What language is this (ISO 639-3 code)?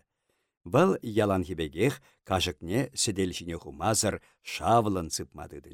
chv